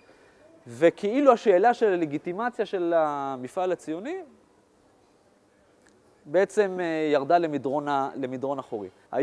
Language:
Hebrew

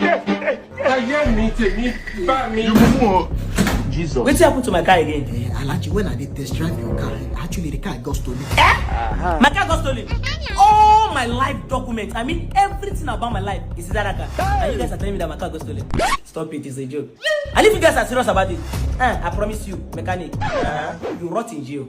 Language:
Nigerian Pidgin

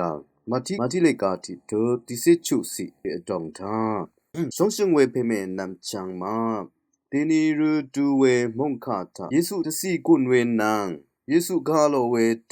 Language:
Rawang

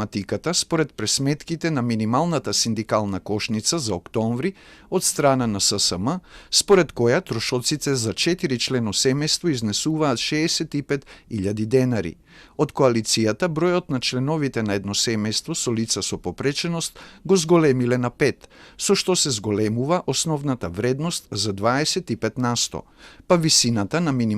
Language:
Macedonian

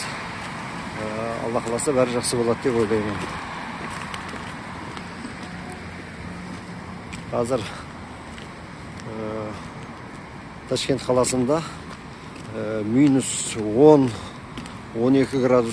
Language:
Kazakh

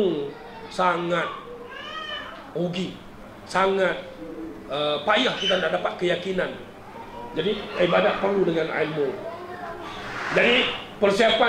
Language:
Malay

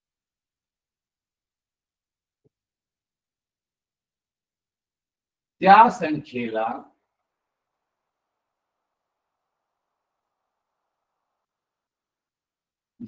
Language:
Marathi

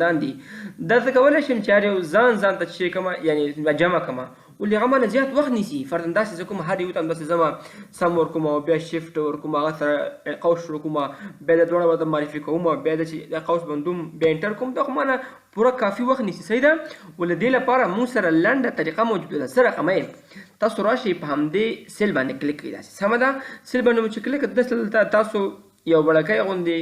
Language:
Pashto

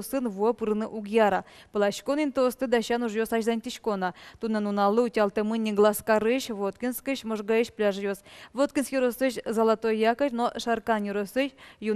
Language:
Udmurt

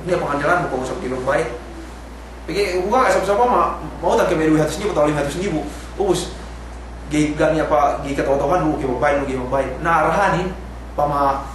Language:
Yakan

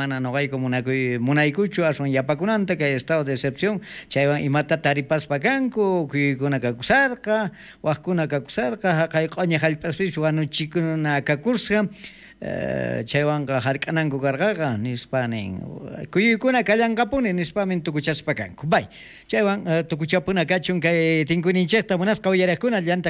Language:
South Bolivian Quechua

